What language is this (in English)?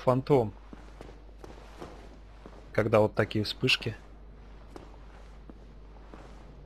Russian